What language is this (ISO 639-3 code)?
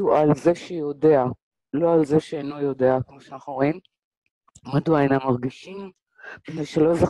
heb